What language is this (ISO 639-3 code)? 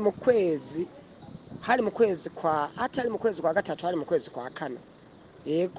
run